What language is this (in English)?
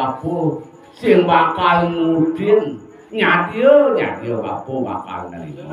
Balinese